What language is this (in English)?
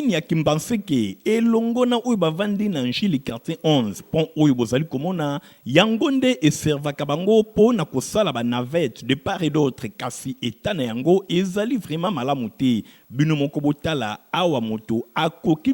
Lingala